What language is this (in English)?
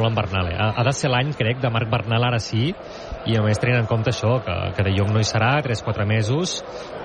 Catalan